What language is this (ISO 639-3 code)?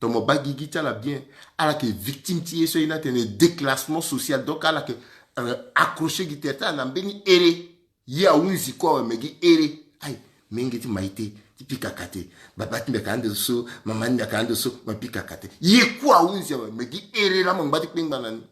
sag